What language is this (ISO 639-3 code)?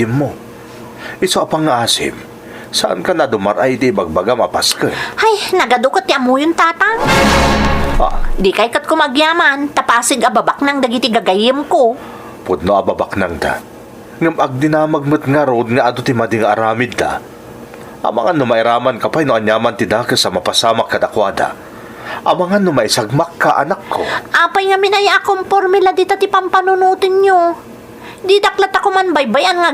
ilo